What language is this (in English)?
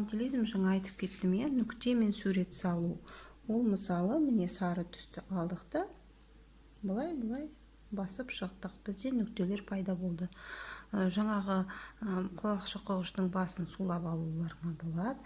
Kazakh